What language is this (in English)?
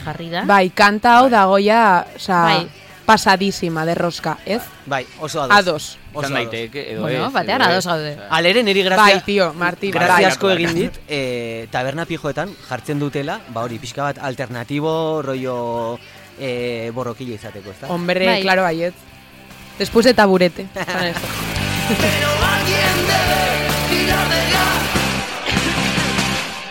Basque